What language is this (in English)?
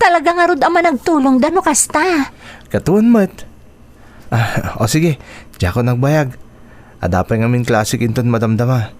Iloko